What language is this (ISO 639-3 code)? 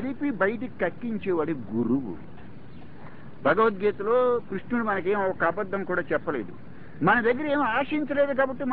tel